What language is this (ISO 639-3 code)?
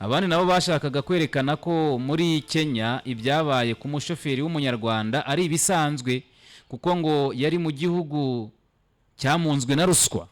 kin